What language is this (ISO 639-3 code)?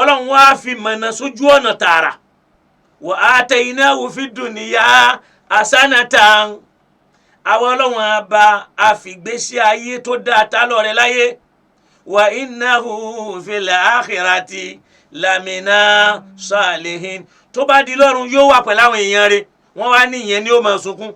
yor